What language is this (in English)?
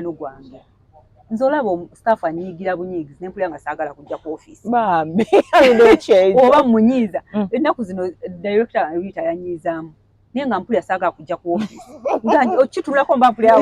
Ganda